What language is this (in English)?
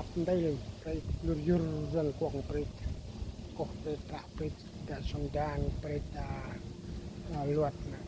Central Mnong